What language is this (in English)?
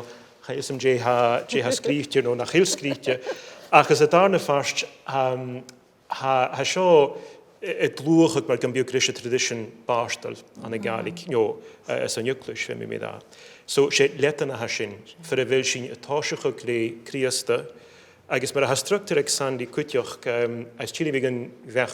Scottish Gaelic